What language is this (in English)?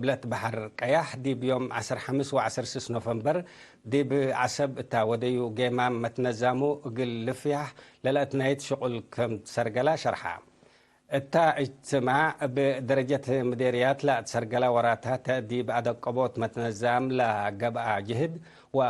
Tigre